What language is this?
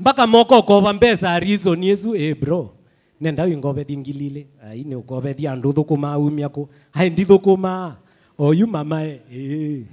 Kamba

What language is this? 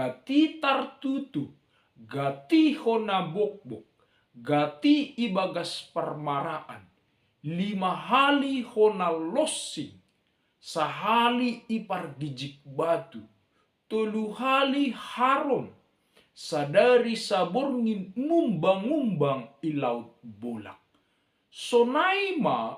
Batak Simalungun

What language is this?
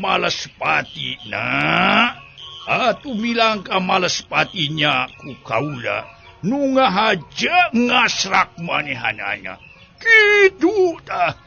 Sundanese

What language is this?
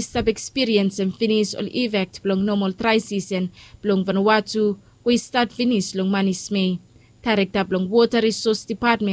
Bislama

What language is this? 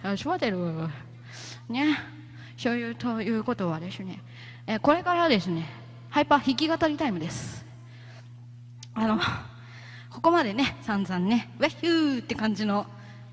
Japanese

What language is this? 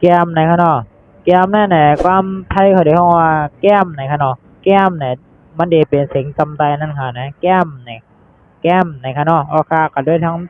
Shan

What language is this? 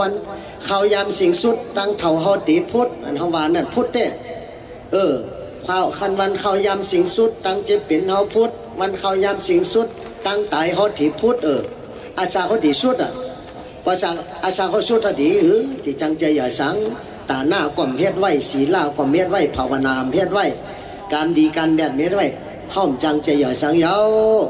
Shan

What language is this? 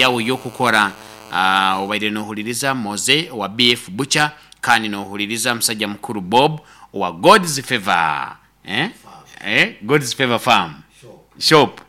Nyoro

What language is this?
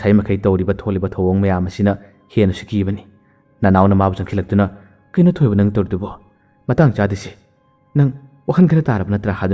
Manipuri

